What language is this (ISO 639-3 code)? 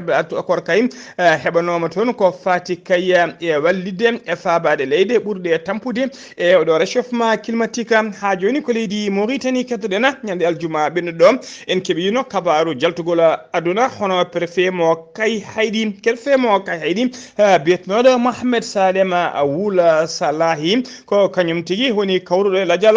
ful